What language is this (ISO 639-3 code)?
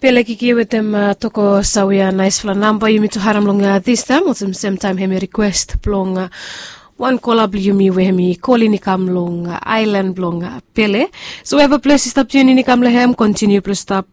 bis